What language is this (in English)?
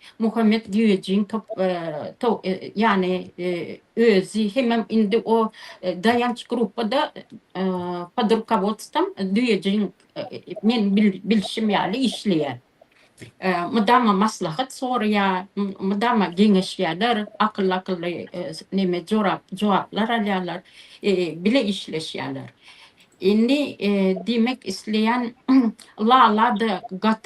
Turkmen